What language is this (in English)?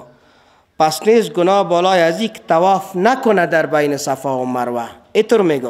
Persian